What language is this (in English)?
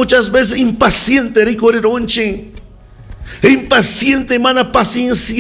Ayacucho Quechua